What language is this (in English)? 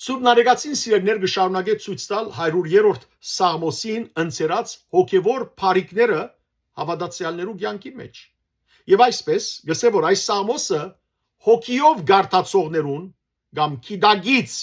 Western Armenian